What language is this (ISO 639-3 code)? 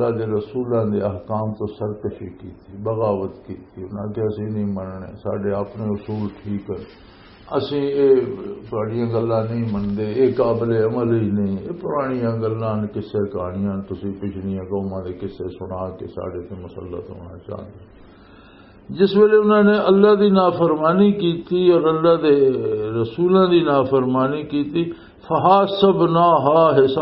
lah